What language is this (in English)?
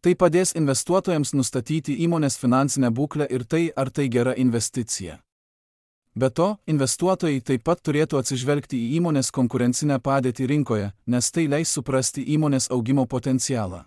Lithuanian